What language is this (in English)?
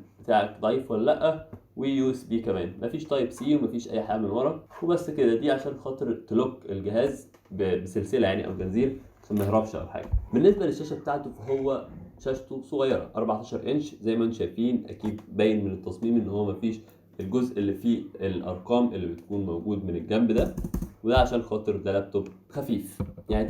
Egyptian Arabic